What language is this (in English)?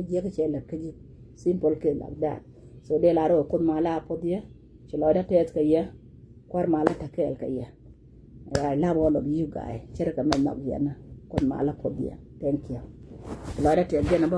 Nuer